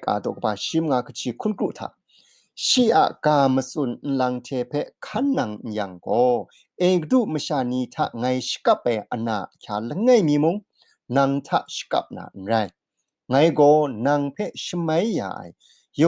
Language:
Kachin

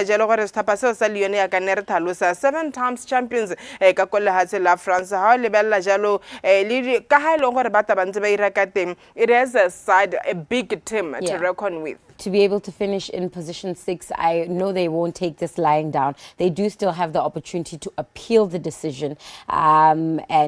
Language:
Tswana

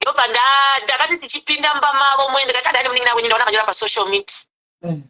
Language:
Shona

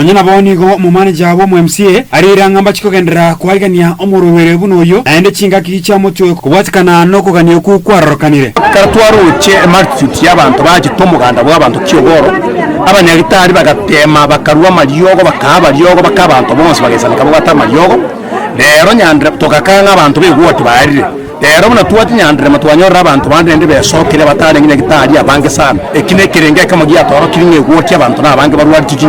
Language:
Gusii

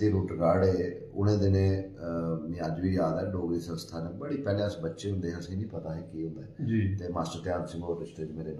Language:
Dogri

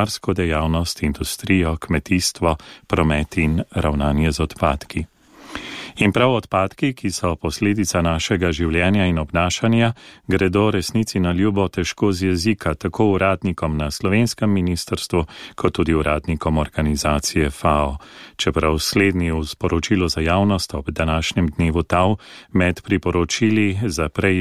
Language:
Slovenian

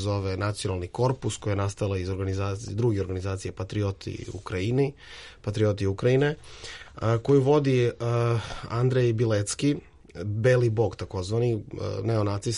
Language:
Serbian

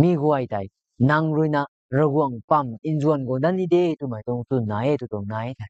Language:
Rongmei Naga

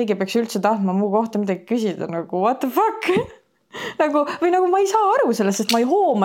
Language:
Estonian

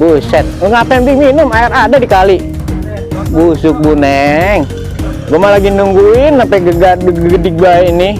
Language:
Betawi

